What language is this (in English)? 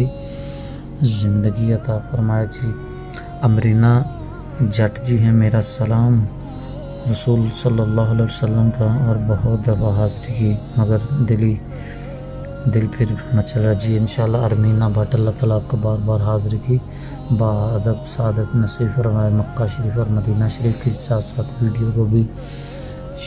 Urdu